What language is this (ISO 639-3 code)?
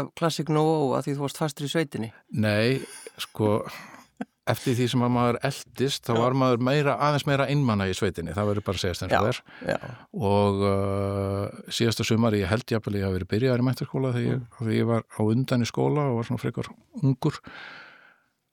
isl